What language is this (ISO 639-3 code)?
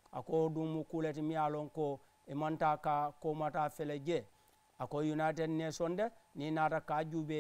man